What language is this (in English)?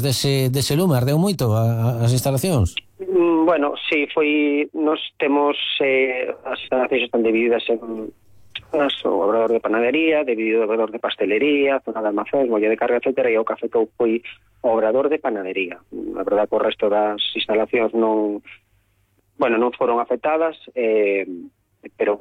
Galician